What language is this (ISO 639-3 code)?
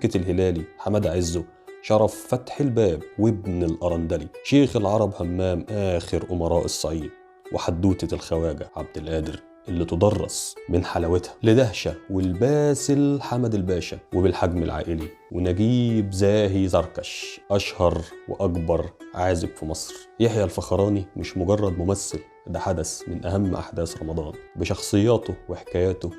arz